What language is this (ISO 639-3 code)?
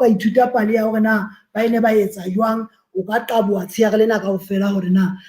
sot